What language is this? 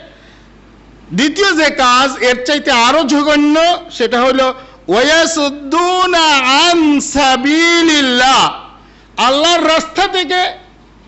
Bangla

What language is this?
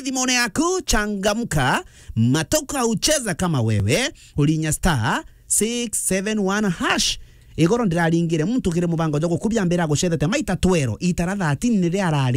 Meru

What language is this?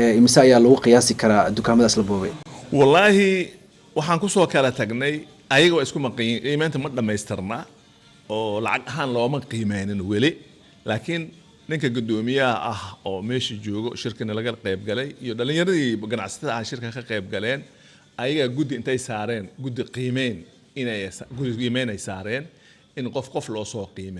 Somali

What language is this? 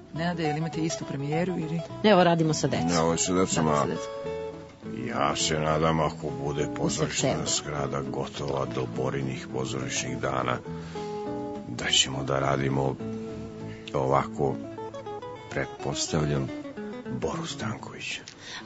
Serbian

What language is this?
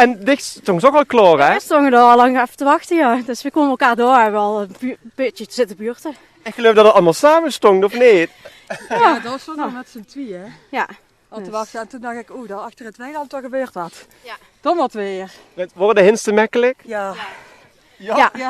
Limburgish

